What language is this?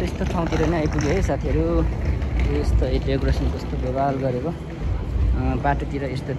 Nepali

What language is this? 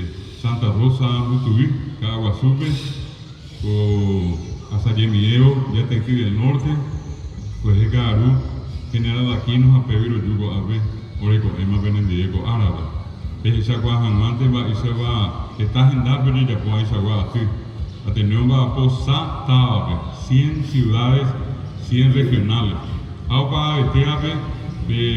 Guarani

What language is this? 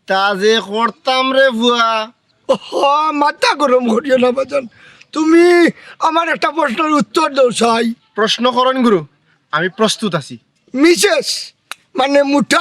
Sylheti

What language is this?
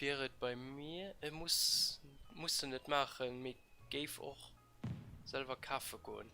Luxembourgish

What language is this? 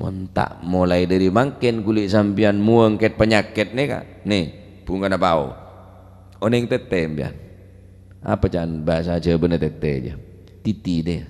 Madurese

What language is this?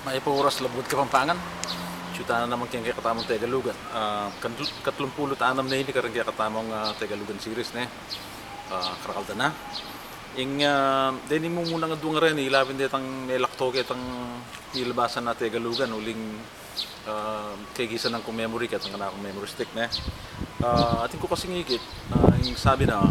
Pampanga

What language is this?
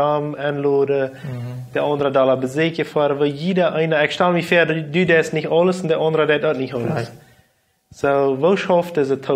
Plautdietsch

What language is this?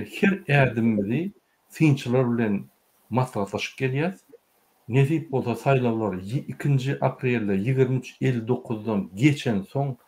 Turkmen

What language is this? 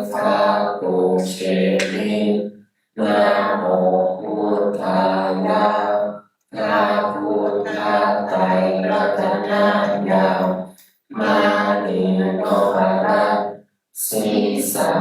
Pali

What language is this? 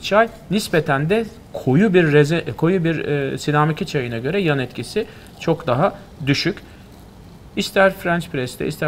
Turkish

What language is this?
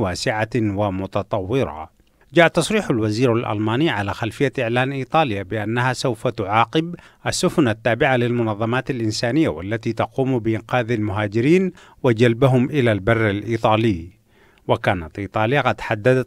Arabic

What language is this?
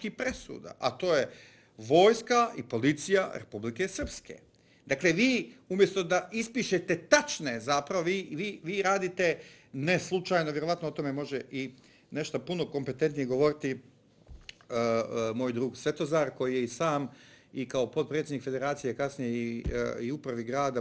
Bosnian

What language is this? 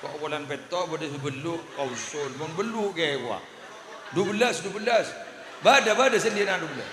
Madurese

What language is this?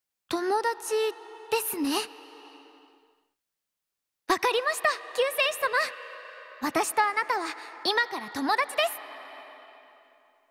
Japanese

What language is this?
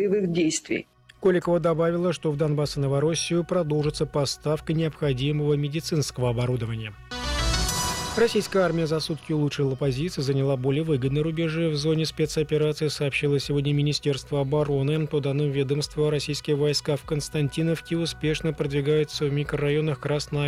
Russian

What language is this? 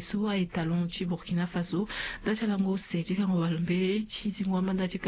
Sango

